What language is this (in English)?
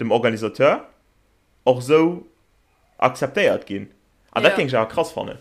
Luxembourgish